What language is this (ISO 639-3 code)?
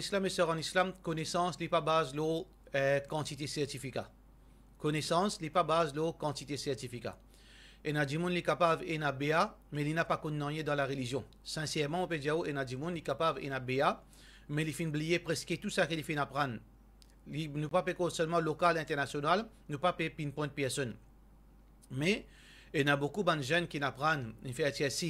mfe